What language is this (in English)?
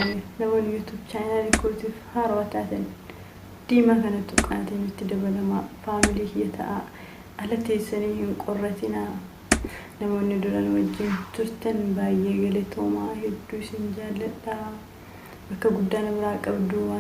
Oromo